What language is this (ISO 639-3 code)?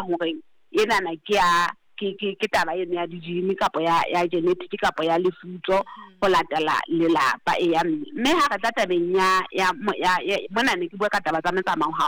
sot